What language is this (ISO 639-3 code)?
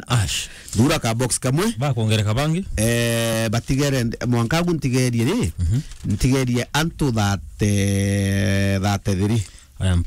mer